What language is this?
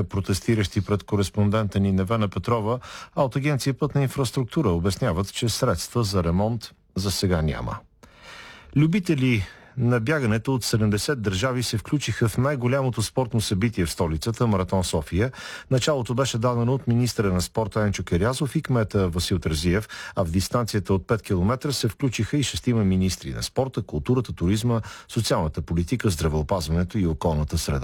Bulgarian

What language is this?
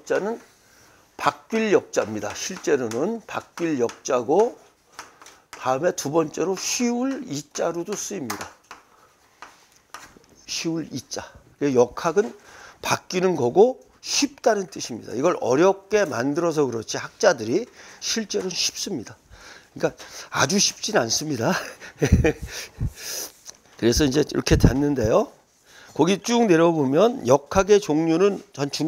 Korean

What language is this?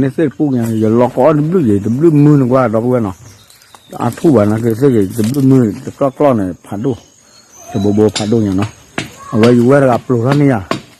S'gaw Karen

